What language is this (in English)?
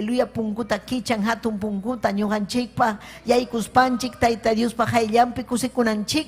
Ayacucho Quechua